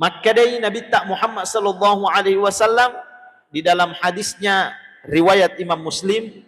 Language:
Buginese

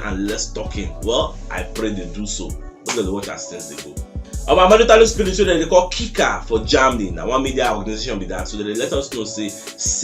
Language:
Nigerian Pidgin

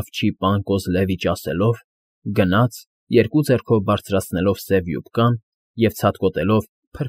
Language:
Armenian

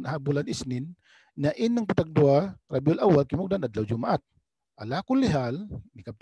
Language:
Tausug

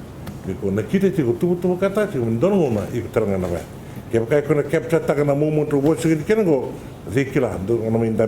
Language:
Fijian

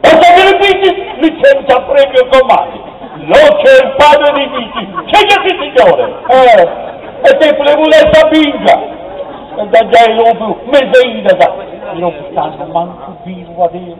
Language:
Sardinian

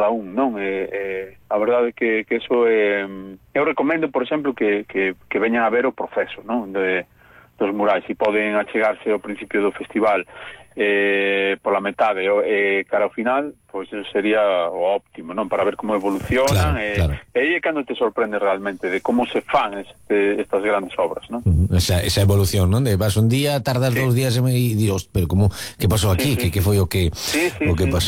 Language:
Galician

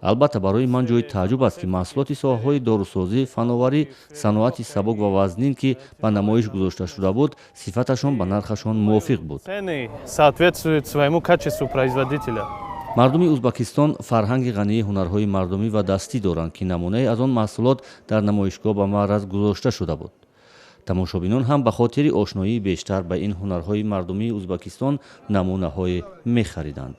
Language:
Tajik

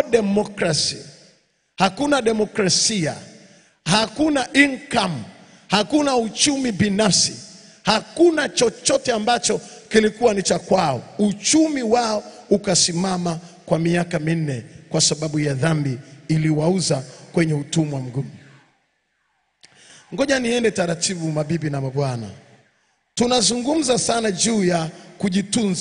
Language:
Swahili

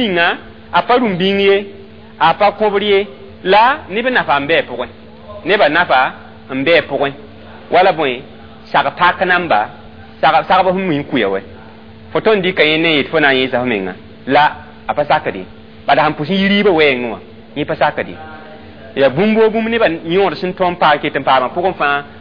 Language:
Mossi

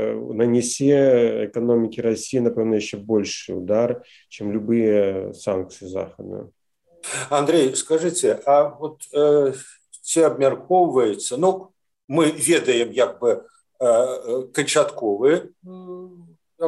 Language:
Belarusian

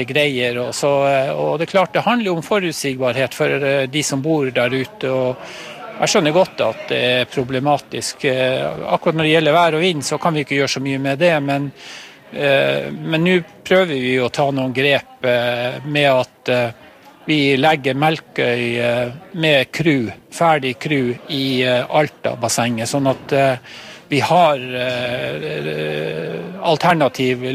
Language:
Norwegian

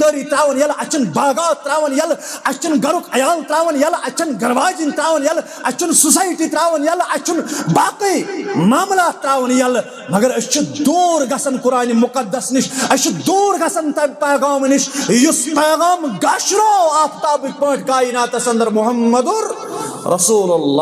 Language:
Kashmiri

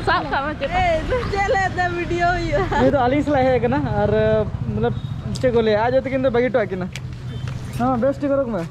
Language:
Santali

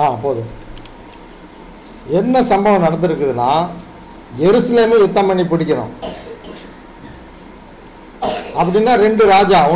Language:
Tamil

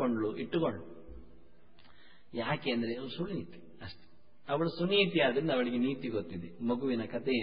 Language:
Kannada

